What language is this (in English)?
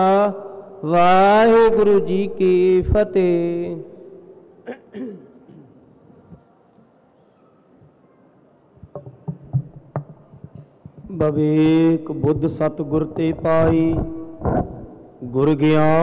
Punjabi